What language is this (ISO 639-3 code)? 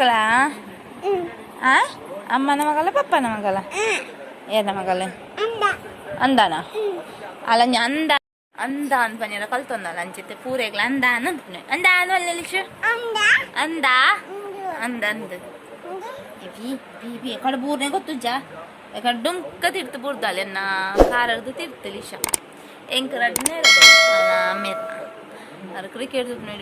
tcy